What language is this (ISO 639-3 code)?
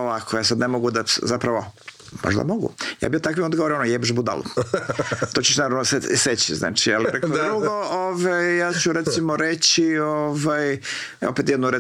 hrv